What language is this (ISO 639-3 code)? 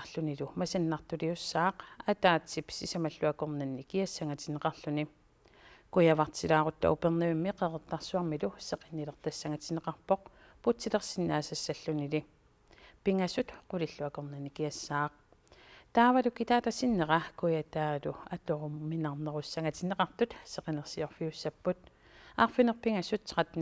kal